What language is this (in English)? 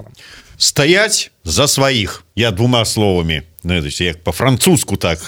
Belarusian